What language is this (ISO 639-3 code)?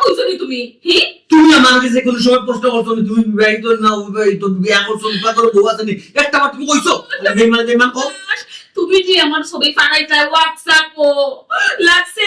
syl